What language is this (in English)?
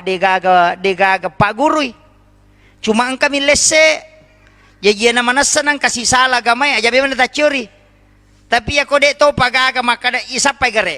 Buginese